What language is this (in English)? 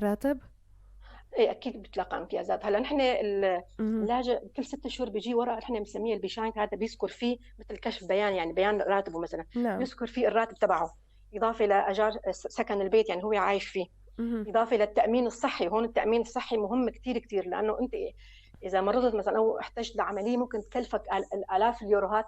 North Levantine Arabic